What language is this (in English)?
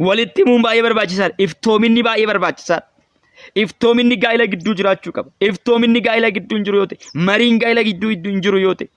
Oromo